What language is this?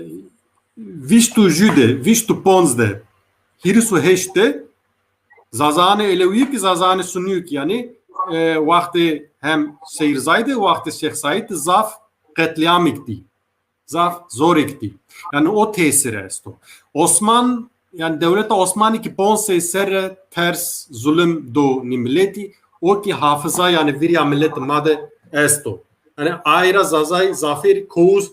Zaza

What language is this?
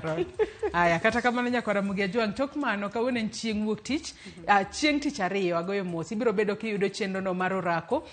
Luo (Kenya and Tanzania)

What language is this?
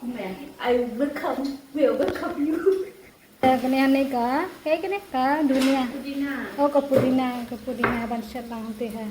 Khasi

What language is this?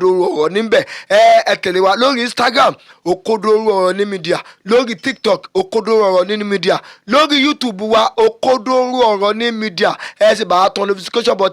Yoruba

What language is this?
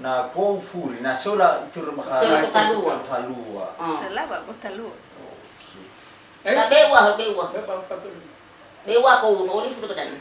Nias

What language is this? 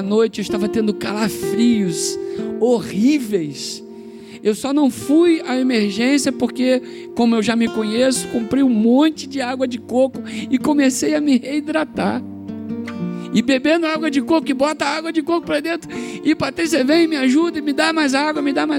Portuguese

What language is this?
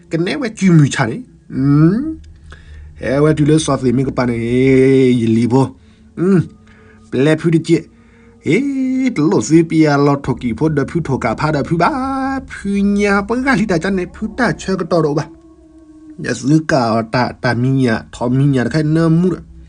S'gaw Karen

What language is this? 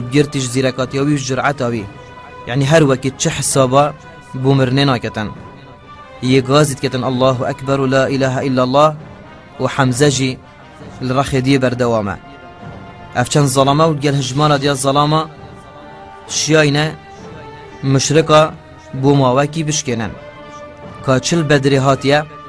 Kurdish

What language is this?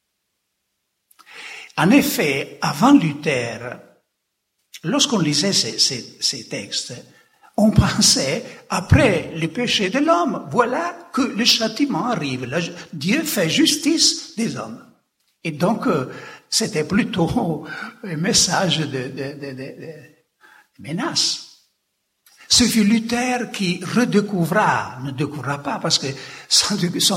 French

